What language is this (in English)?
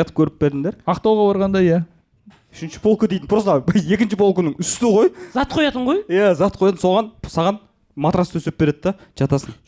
Kazakh